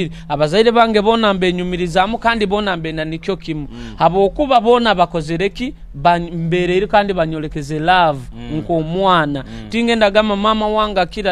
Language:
Nyoro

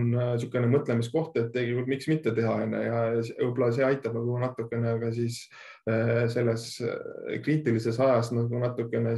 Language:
Estonian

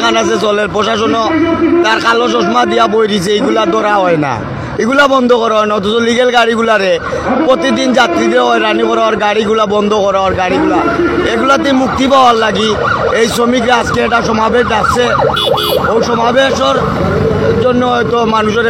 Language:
Sylheti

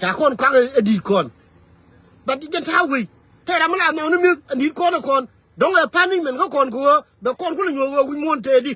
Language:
Nuer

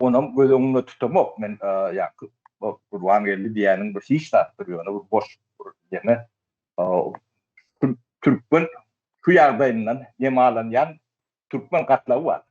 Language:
Turkmen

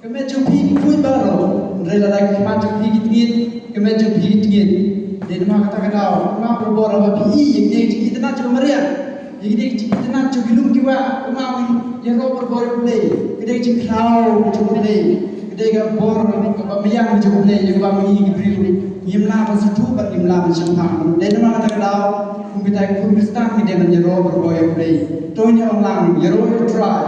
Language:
Khasi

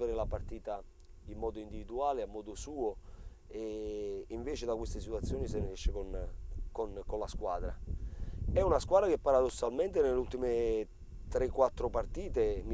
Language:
Italian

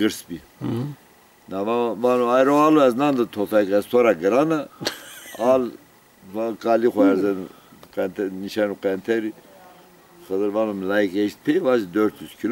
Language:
Zaza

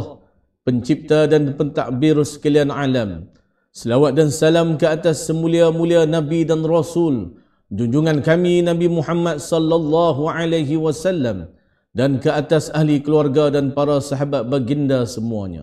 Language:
Malay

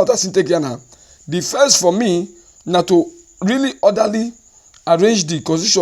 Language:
Nigerian Pidgin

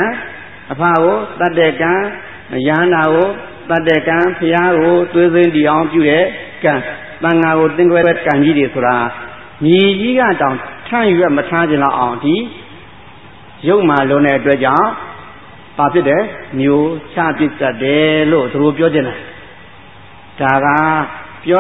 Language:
Burmese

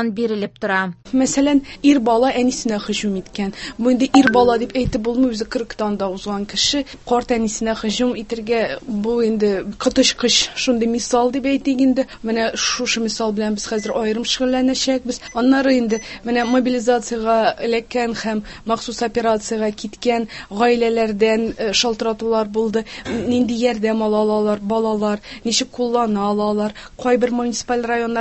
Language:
Tatar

